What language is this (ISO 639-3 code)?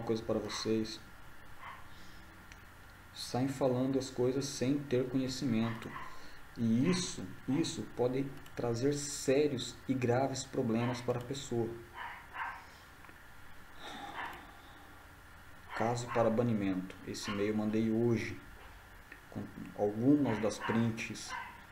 por